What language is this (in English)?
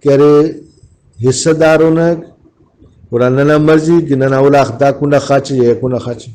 Brahui